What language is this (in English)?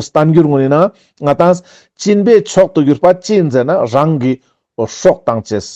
Ladakhi